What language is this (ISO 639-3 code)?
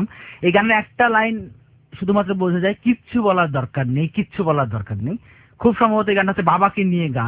ben